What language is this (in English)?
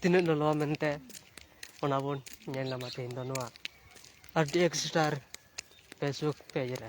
Santali